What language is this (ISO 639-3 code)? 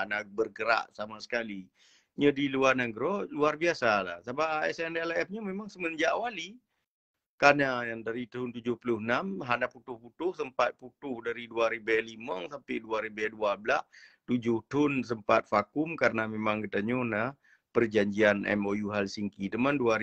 ace